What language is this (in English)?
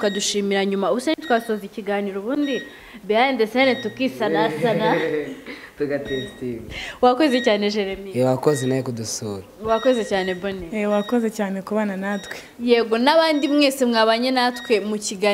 Kinyarwanda